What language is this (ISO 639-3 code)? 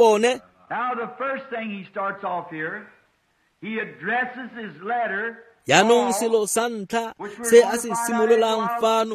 tsn